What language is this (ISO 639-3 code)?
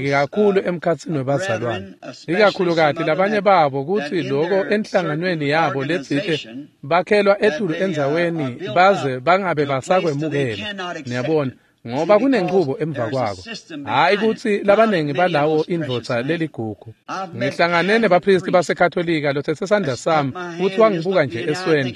ssw